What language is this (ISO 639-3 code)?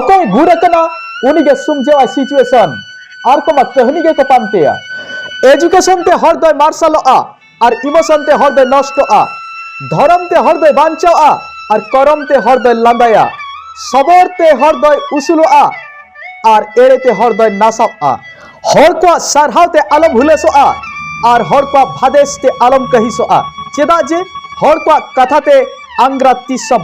sat